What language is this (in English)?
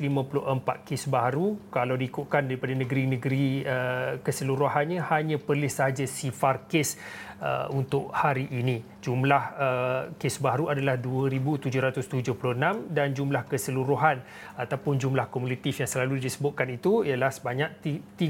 Malay